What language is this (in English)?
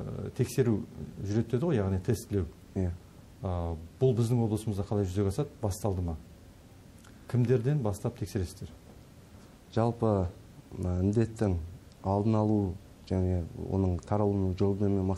Kazakh